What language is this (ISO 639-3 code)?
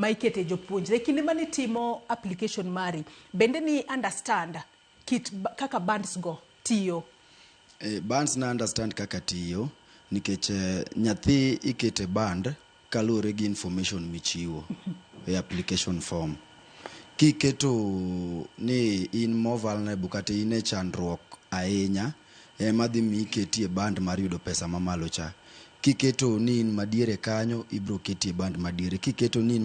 luo